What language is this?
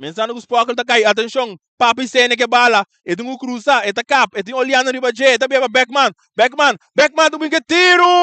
Papiamento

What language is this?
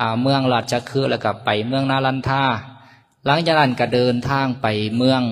Lao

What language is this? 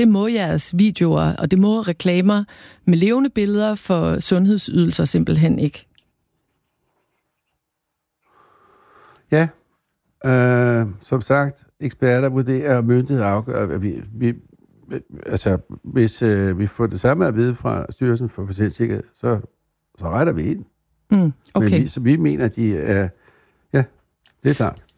Danish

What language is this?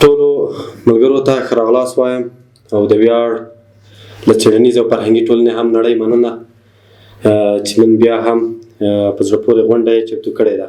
Pashto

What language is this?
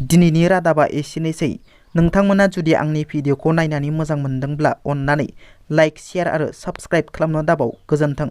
Bodo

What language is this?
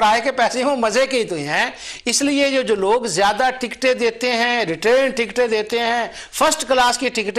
Hindi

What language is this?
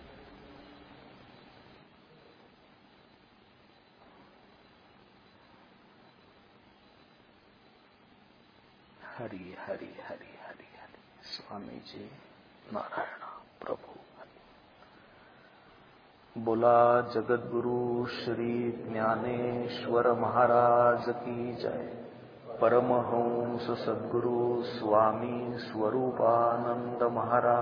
Marathi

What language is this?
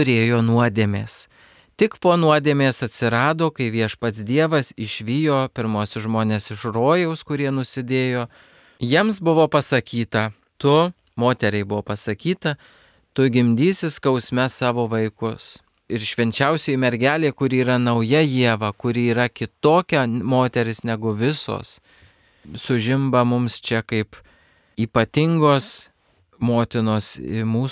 Lithuanian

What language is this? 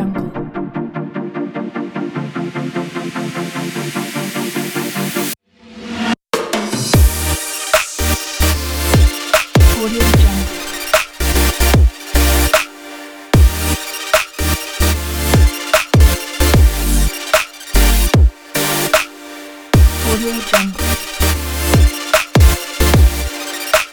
Malay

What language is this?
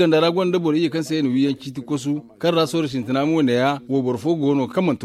Zarma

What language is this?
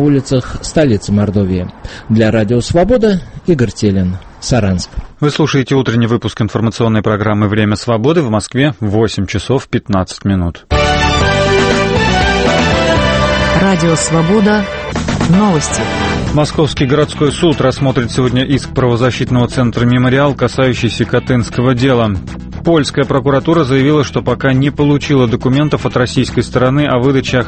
Russian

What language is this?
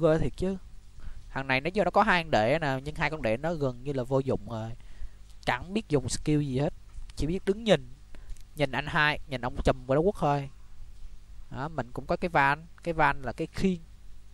Vietnamese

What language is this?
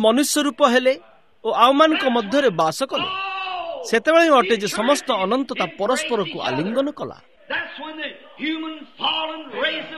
Odia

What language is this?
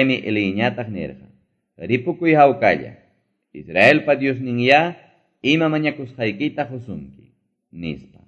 Quechua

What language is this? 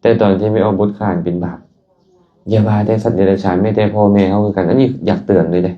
Lao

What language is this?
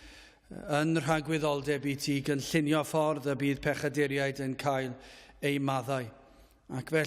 Welsh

